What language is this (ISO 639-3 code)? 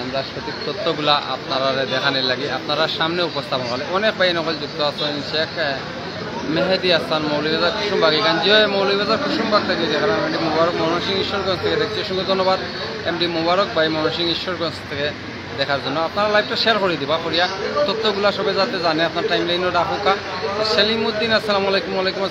syl